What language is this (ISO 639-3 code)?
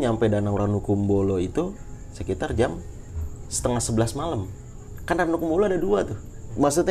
ind